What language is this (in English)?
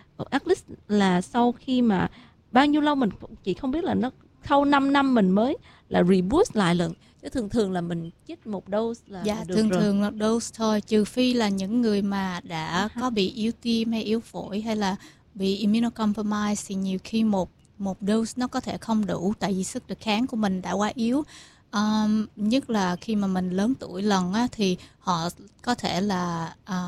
Vietnamese